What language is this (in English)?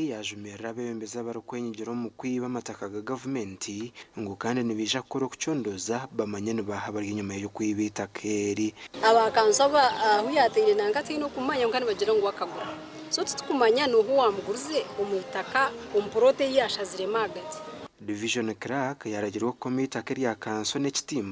Nyankole